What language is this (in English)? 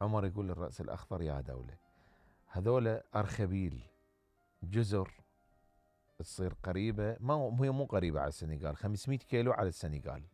Mesopotamian Arabic